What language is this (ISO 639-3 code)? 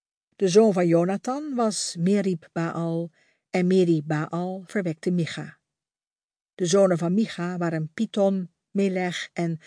nld